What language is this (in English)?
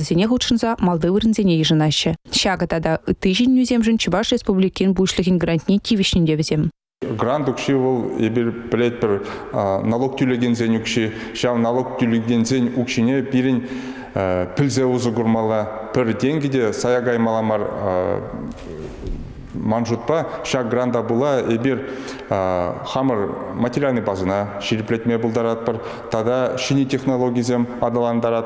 Chuvash